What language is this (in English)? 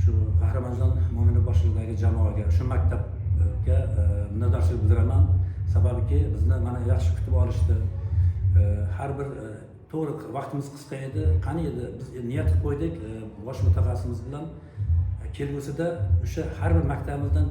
Uzbek